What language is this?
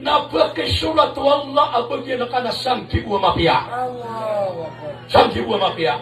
Maranao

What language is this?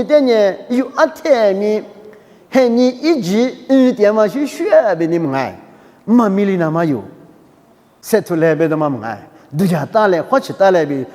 Lisu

